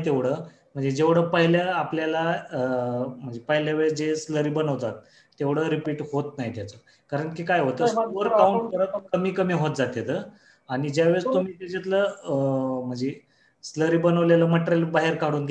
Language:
Marathi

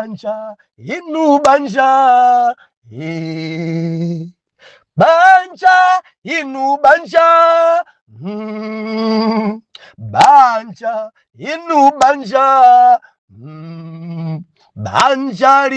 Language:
Nyanja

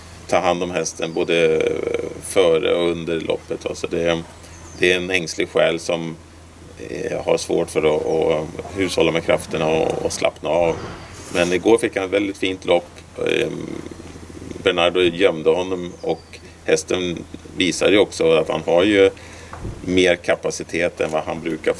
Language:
Swedish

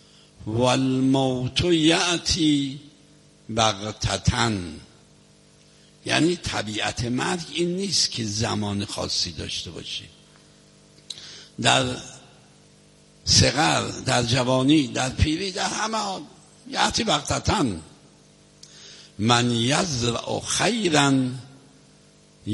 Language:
Persian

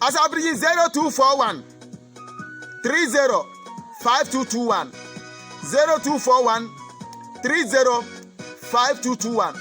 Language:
Bimoba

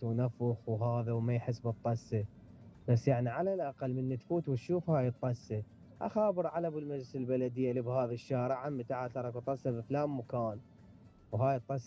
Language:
Mesopotamian Arabic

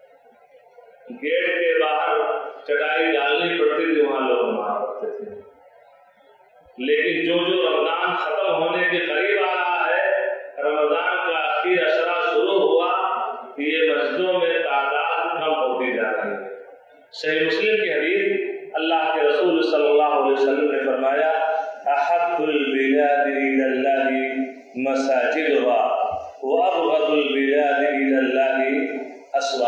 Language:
Urdu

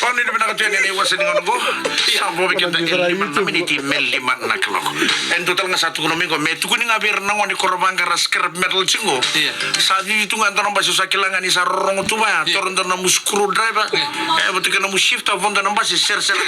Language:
Fijian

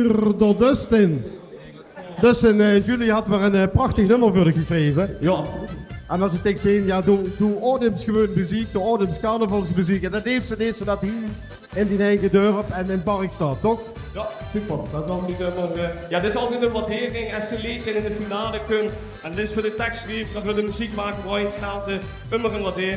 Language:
Limburgish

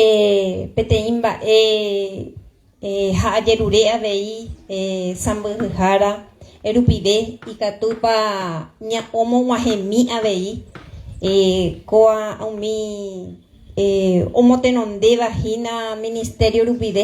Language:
Guarani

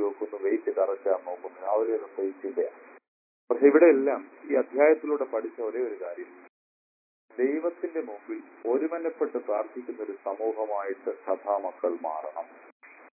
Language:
Malayalam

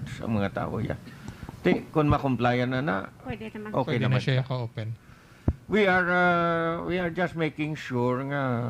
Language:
Hiligaynon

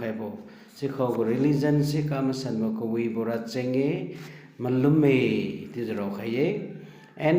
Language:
Liangmai Naga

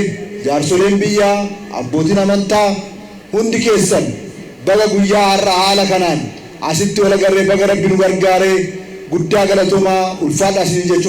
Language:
Oromo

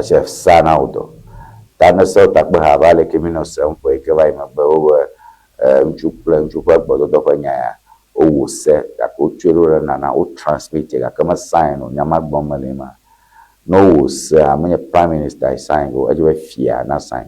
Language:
Ewe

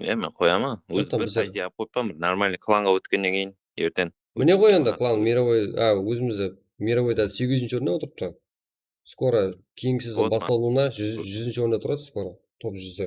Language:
Kara-Kalpak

